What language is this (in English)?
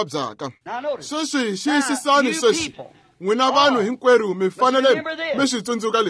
Tsonga